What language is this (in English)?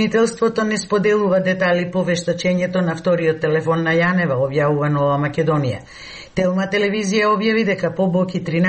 Macedonian